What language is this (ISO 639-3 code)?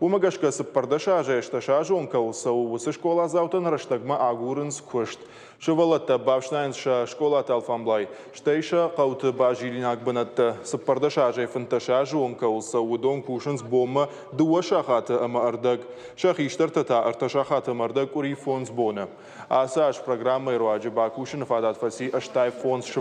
oss